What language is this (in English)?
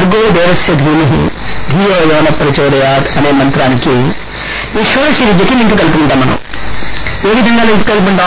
Telugu